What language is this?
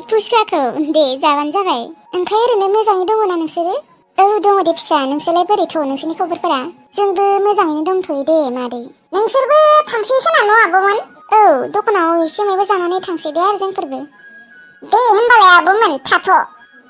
Bodo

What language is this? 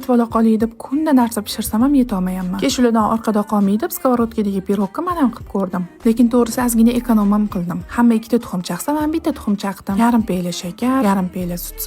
Uzbek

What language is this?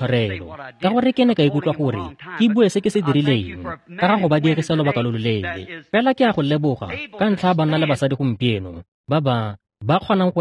Tswana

